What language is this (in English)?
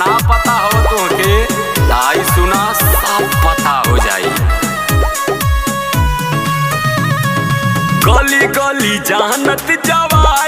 Bhojpuri